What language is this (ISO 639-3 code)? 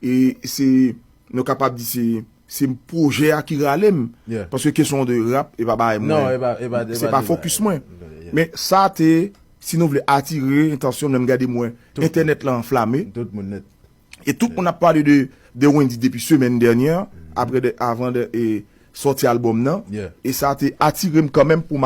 hat